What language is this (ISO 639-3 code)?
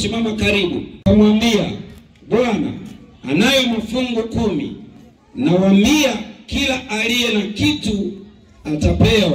swa